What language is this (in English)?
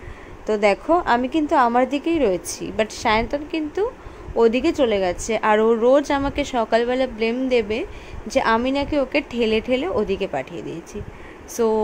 Bangla